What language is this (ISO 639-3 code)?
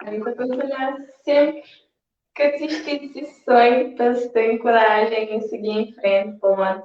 kea